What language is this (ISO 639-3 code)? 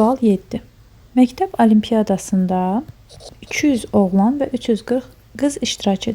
aze